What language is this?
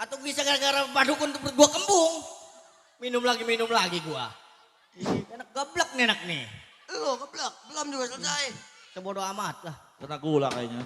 Betawi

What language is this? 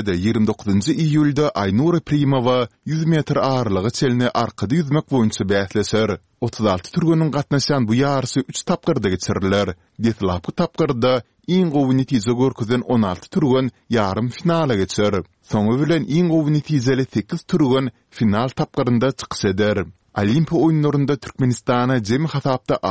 Kyrgyz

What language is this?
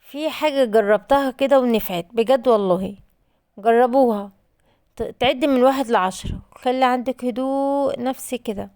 Egyptian Arabic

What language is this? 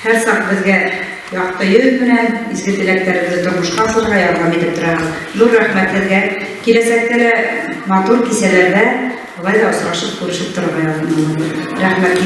Bashkir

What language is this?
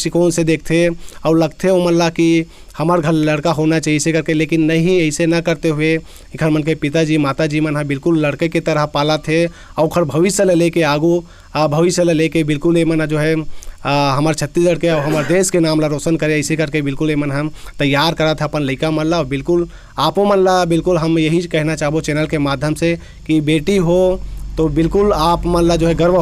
Chhattisgarhi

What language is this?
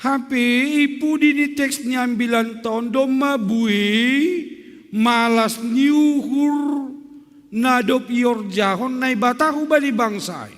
Batak Simalungun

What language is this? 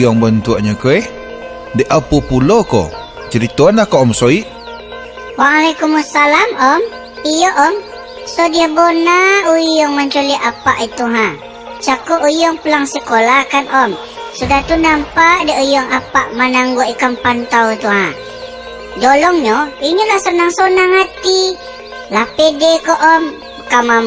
Minangkabau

